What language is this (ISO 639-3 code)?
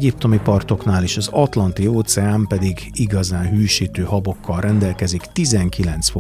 hun